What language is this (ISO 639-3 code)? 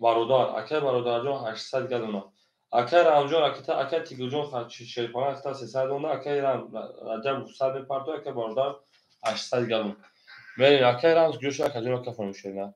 tgk